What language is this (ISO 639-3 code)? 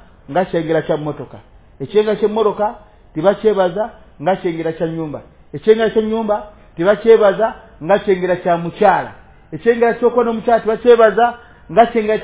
lug